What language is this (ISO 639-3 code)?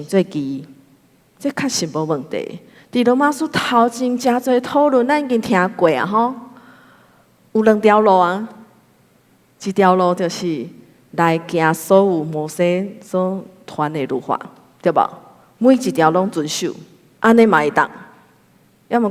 nan